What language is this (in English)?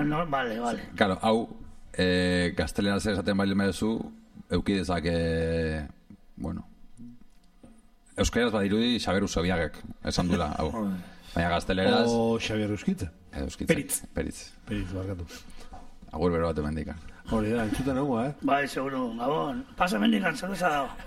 Basque